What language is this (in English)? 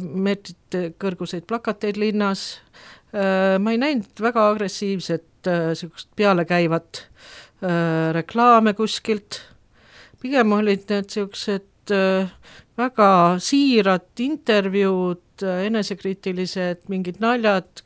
Estonian